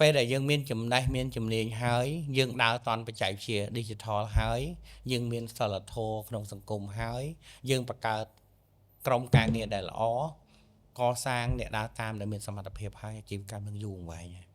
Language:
Khmer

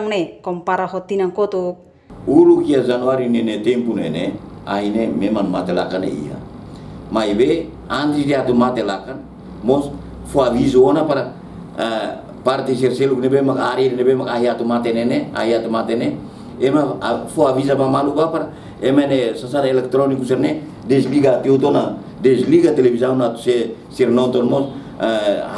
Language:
Tetum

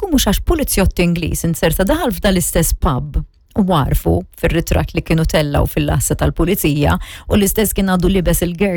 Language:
Maltese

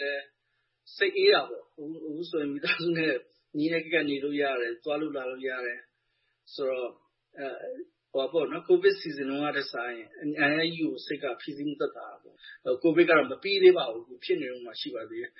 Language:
Burmese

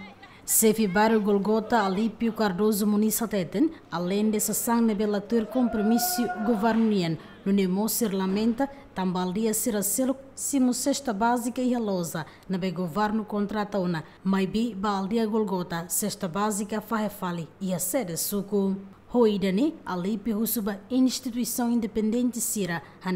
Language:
Tetum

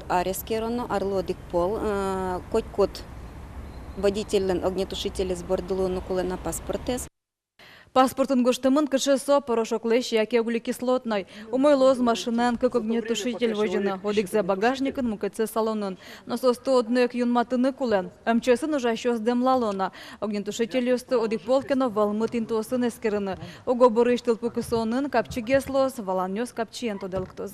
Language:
Udmurt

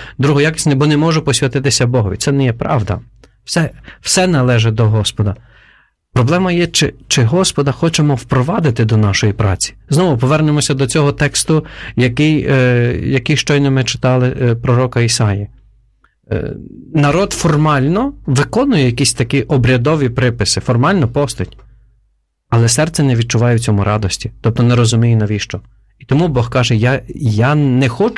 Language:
Ukrainian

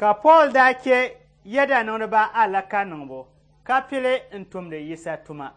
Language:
Dagbani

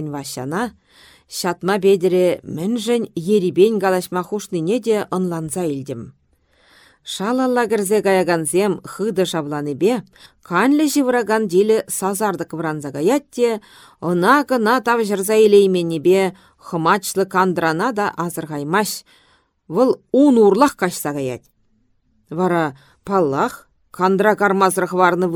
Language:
Chuvash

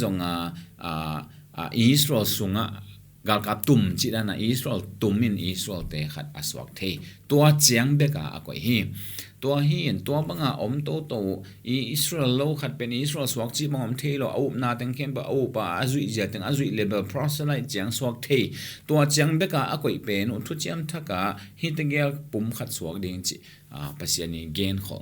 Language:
Tedim Chin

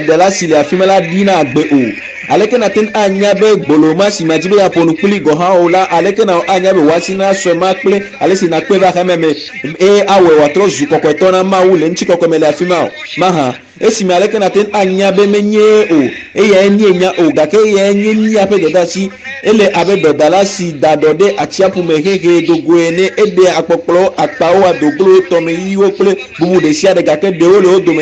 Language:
Ewe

